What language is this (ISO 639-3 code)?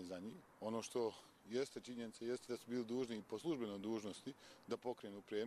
hrv